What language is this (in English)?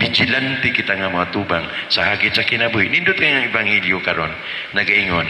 Cebuano